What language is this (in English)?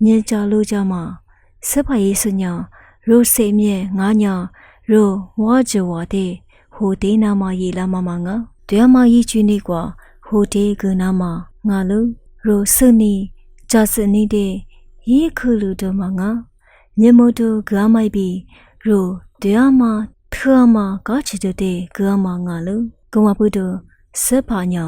Lisu